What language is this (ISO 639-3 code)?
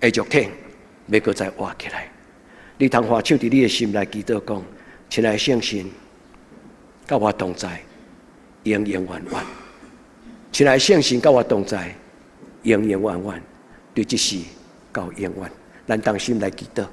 nan